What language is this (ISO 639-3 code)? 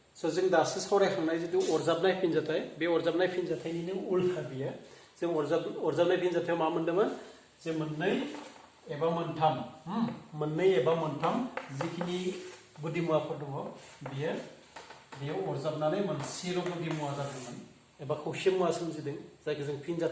brx